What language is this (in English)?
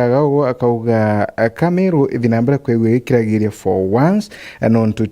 Meru